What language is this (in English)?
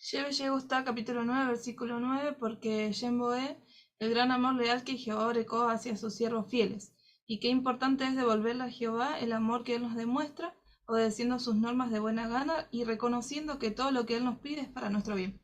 Guarani